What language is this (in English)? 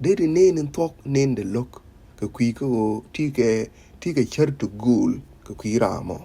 Nuer